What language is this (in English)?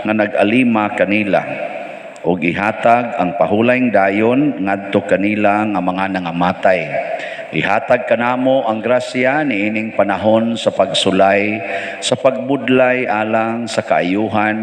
Cebuano